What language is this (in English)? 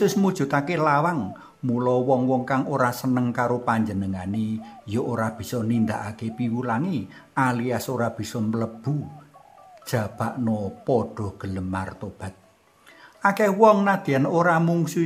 Javanese